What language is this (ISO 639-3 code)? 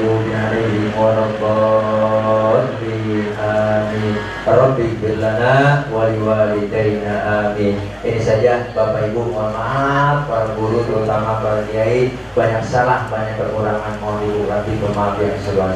bew